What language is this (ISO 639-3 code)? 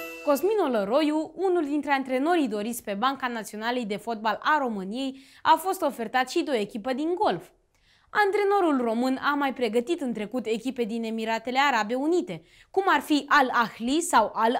ron